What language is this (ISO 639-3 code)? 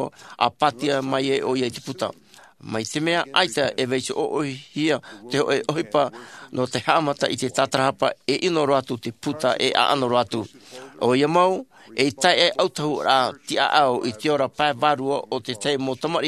tah